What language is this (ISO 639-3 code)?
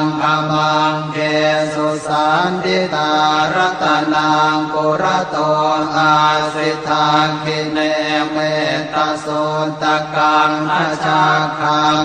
pli